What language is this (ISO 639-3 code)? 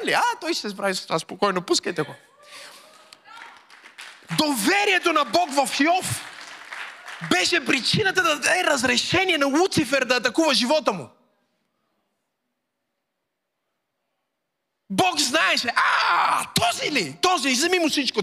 bul